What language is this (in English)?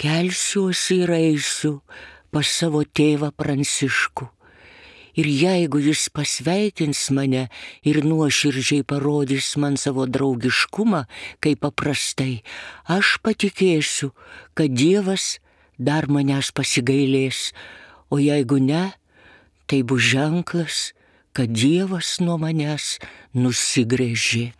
Lithuanian